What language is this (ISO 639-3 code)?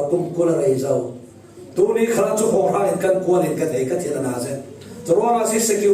cfm